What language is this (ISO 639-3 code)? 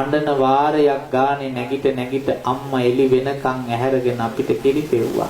sin